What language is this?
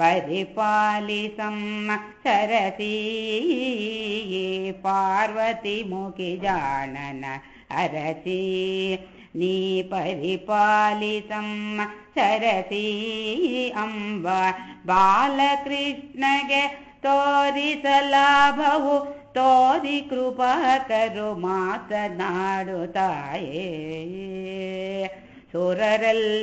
Kannada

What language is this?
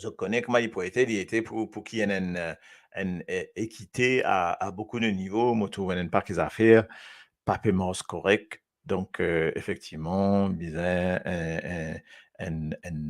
Morisyen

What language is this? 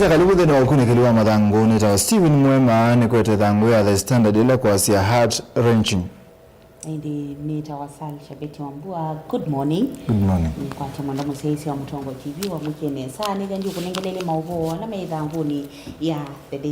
Kamba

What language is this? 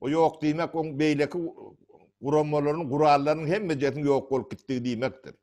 Turkmen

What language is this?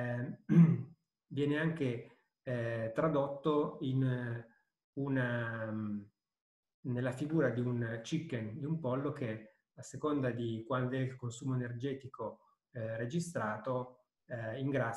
Italian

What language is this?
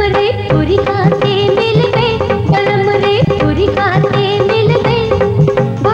Chhattisgarhi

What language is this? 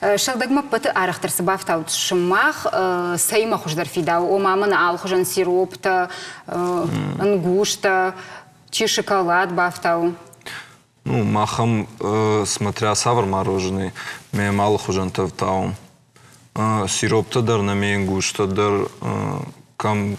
Ossetic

